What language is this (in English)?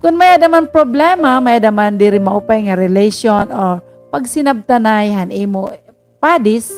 Waray